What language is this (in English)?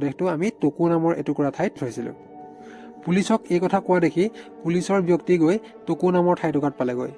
Assamese